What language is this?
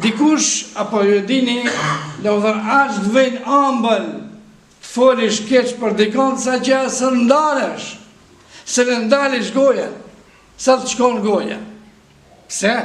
Albanian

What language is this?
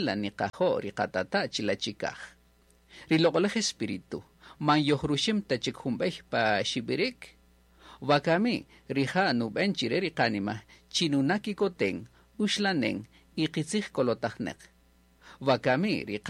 Kaqchikel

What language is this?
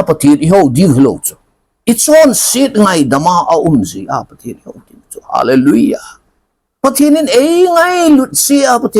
Thado Chin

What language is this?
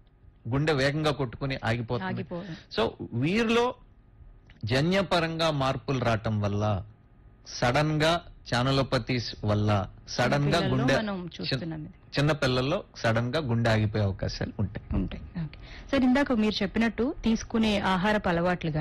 Telugu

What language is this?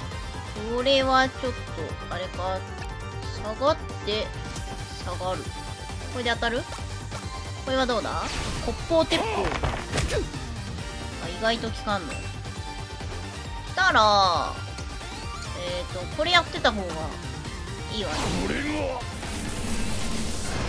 Japanese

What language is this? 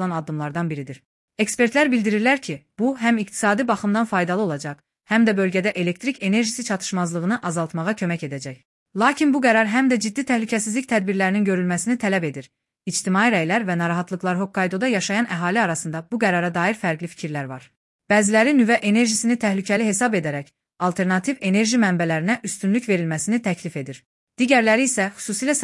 Azerbaijani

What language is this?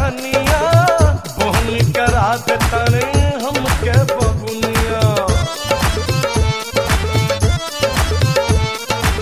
Bhojpuri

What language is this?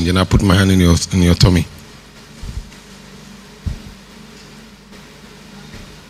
English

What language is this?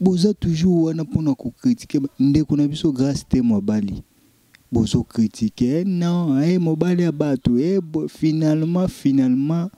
Lingala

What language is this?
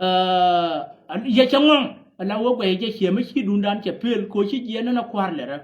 Nuer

